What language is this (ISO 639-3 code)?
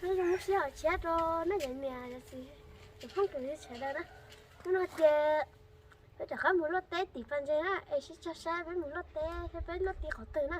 hmn